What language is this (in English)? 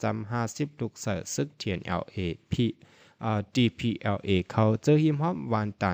Shan